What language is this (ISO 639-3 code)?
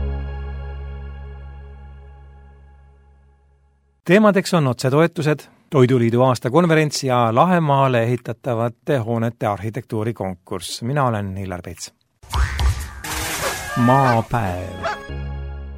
est